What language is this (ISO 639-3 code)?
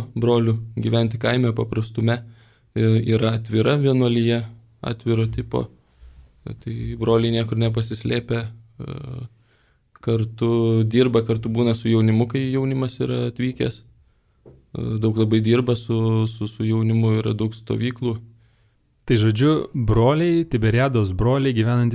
lit